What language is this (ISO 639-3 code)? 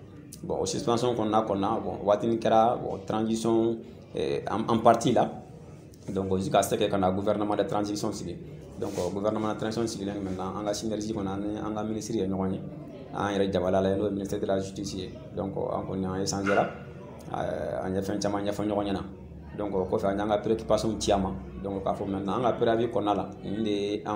bam